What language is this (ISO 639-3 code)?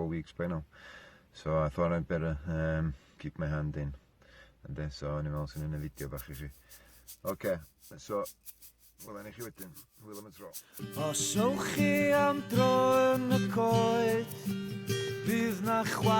cym